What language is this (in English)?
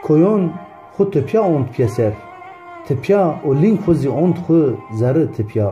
Zaza